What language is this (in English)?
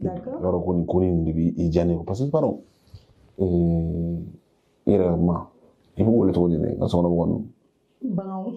Bambara